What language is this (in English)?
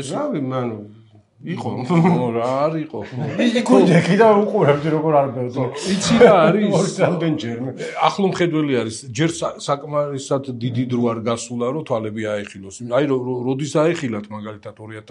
Georgian